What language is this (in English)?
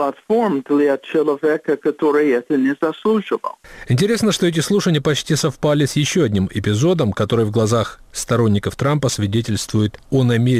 Russian